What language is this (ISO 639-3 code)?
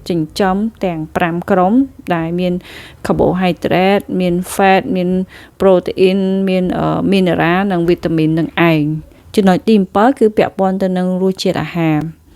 khm